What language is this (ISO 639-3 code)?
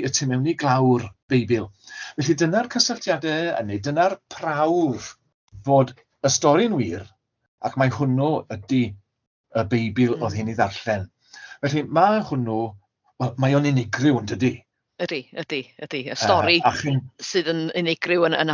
cym